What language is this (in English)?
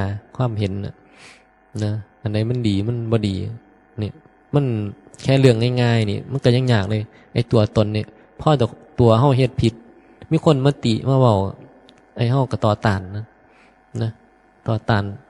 Northeastern Thai